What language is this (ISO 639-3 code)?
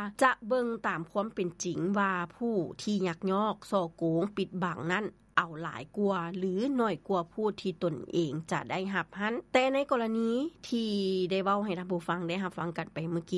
lao